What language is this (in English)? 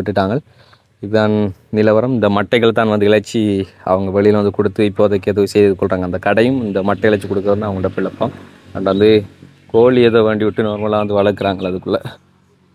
Tamil